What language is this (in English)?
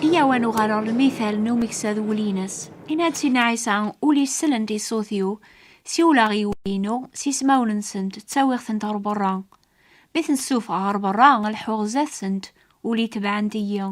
Kabyle